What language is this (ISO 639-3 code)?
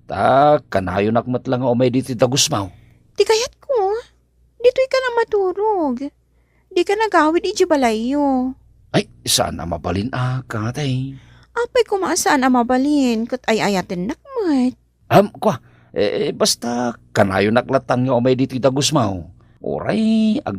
ilo